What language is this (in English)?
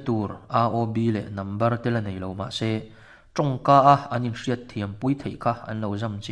Mizo